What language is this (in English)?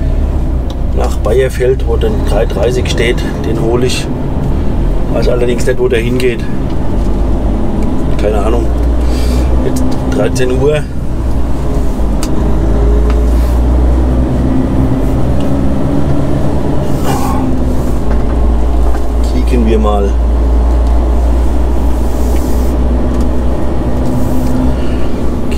German